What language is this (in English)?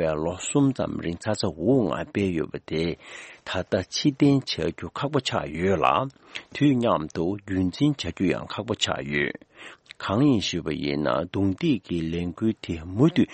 Tibetan